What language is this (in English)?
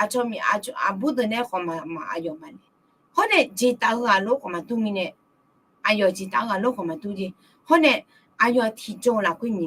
Akha